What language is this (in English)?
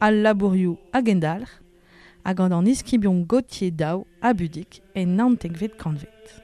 Breton